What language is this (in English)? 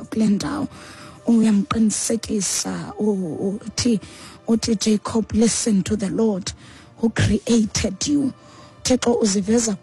Xhosa